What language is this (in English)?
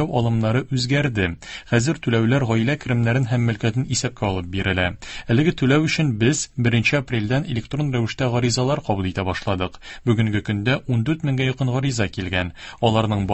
Tatar